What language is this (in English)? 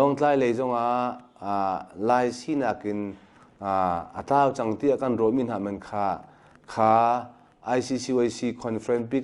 Hakha Chin